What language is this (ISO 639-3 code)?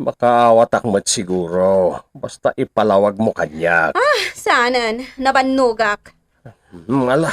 ilo